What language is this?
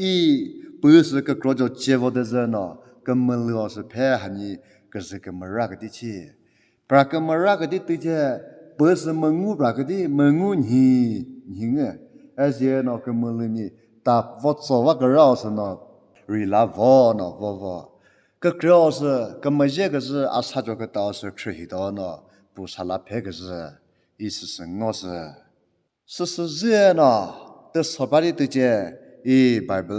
Chokri Naga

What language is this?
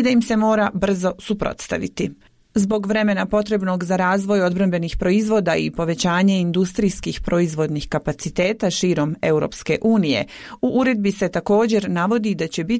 Bosnian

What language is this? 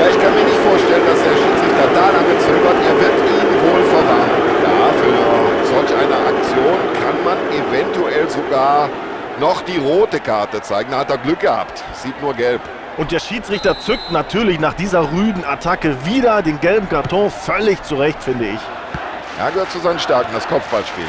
Bavarian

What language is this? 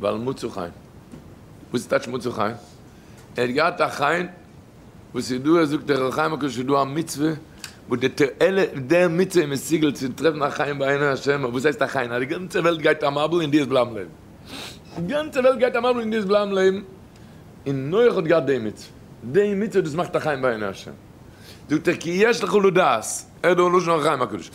Yiddish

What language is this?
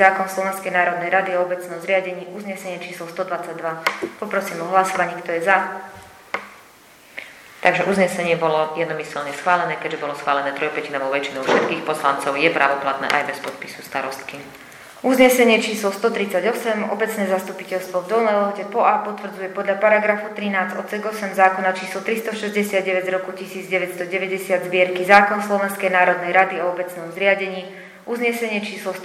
Slovak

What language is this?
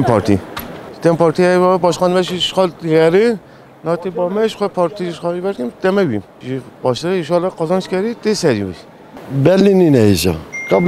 Kurdish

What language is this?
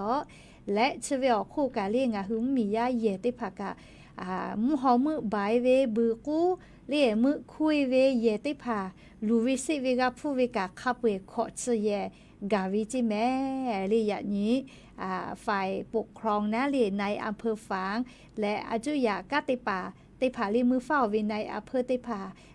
Lahu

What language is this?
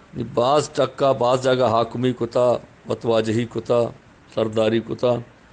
Eastern Balochi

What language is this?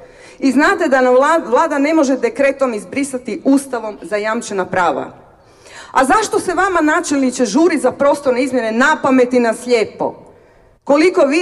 Croatian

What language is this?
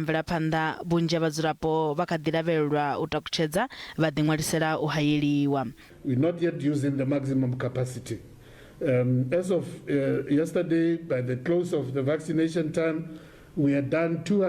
Venda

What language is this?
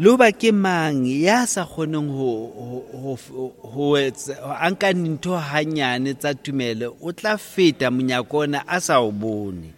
Southern Sotho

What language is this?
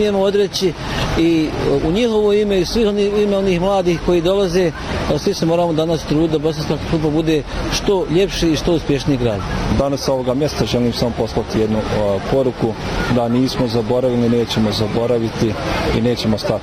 Bosnian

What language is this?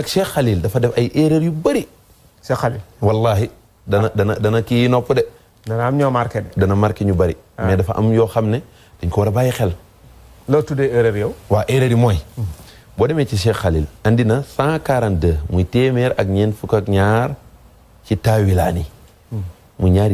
Wolof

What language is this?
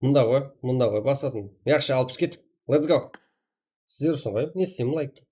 Kara-Kalpak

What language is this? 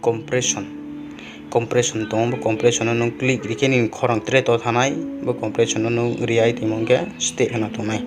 Riang (India)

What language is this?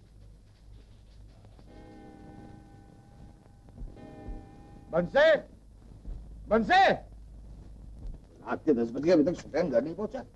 Hindi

